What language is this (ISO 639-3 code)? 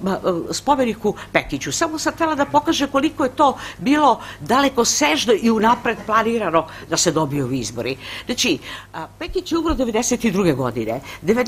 srp